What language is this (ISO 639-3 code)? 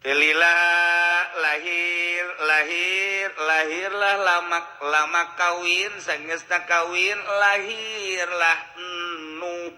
sun